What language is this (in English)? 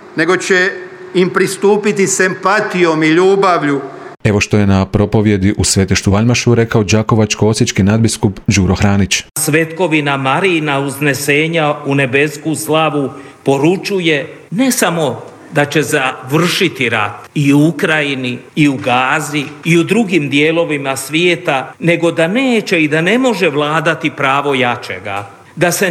Croatian